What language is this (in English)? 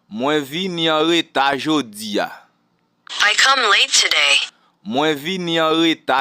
Haitian Creole